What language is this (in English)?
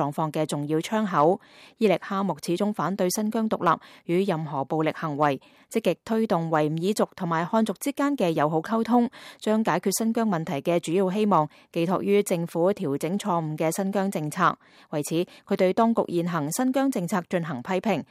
Cantonese